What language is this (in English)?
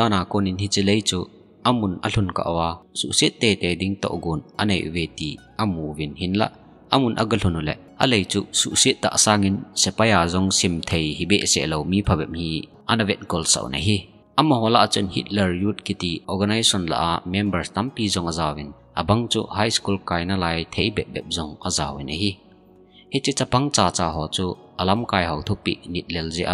Thado Chin